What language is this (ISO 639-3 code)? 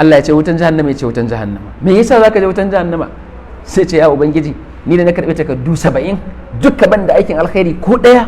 hau